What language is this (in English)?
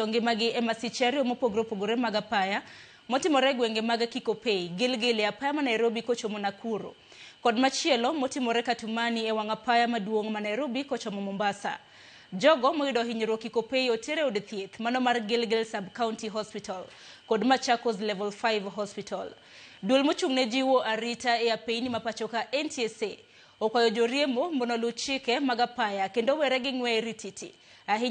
Luo (Kenya and Tanzania)